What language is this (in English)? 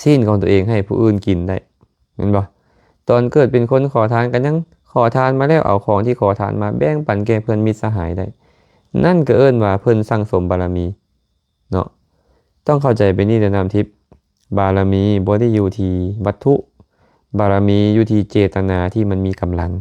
Lao